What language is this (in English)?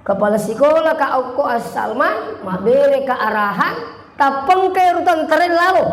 Buginese